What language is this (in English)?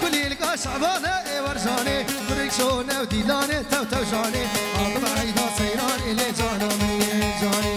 Kurdish